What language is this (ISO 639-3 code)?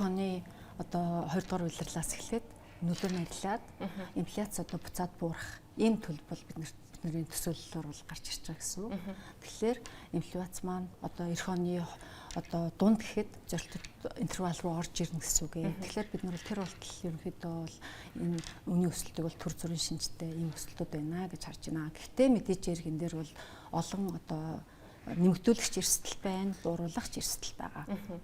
mon